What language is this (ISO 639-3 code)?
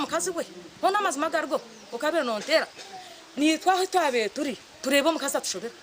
nyn